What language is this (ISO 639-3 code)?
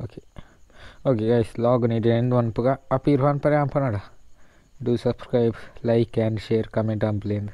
tcy